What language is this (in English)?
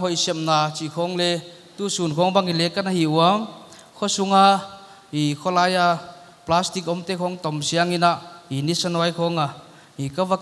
Paite Chin